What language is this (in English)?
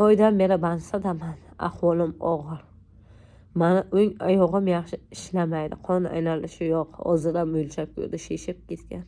Uzbek